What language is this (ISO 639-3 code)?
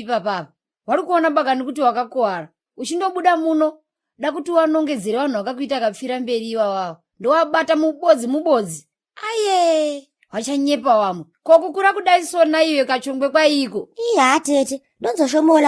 sna